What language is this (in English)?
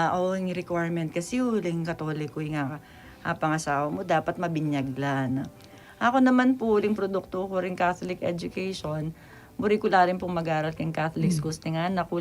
Pampanga